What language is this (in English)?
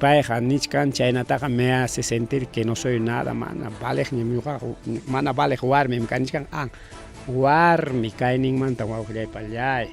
Ayacucho Quechua